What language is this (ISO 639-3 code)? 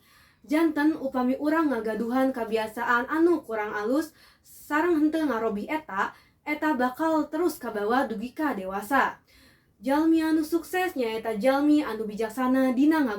sun